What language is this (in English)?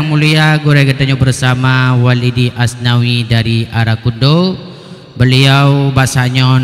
Achinese